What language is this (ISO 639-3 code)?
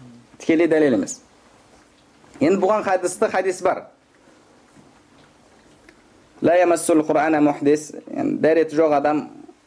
kaz